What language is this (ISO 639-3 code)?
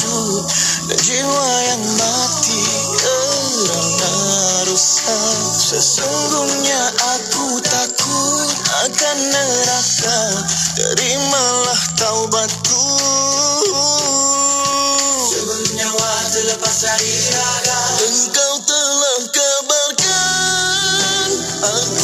msa